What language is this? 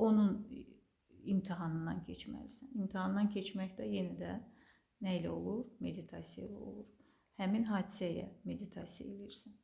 Azerbaijani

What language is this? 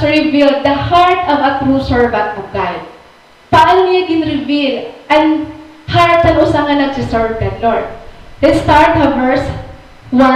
Waray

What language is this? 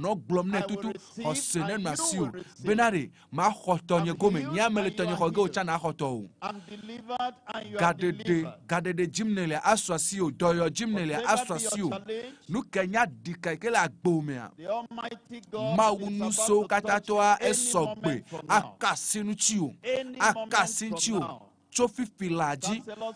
Ewe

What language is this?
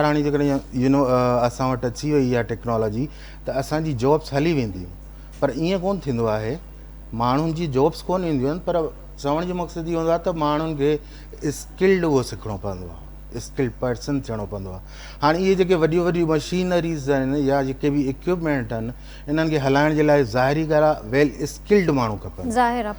Sindhi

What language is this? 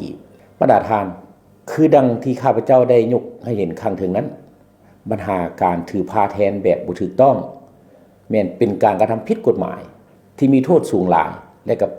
Lao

